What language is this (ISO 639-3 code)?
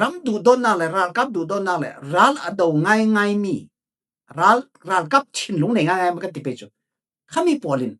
cfm